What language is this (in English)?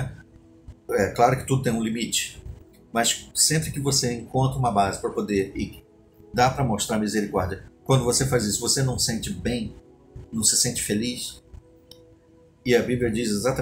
Portuguese